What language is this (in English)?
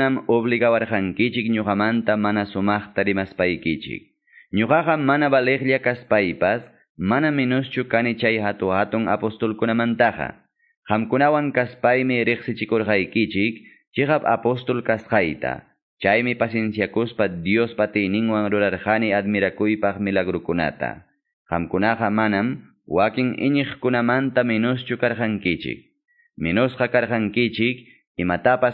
Quechua